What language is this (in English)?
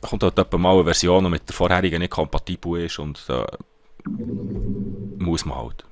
Swiss German